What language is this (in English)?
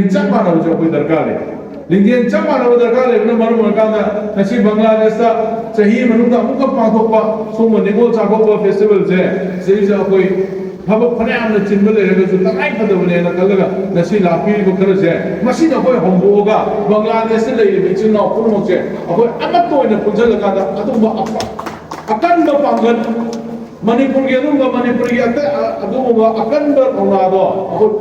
Manipuri